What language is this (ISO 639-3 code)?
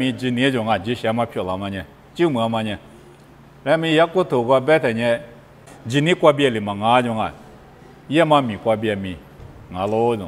lis